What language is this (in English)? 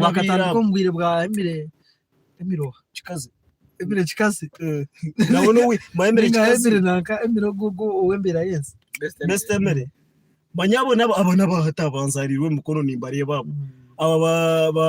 Nyankole